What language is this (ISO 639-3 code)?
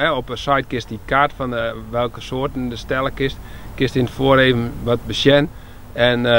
fry